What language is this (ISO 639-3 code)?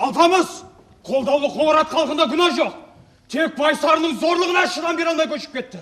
kaa